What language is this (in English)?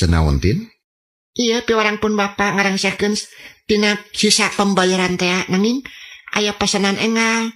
Sundanese